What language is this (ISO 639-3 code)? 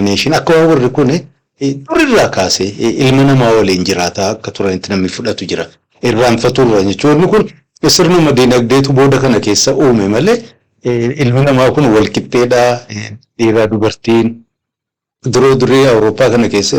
orm